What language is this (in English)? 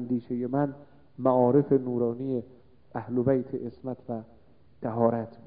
Persian